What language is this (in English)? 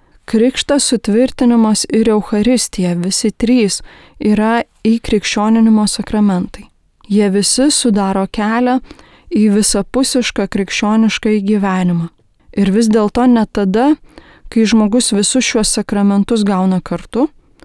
Lithuanian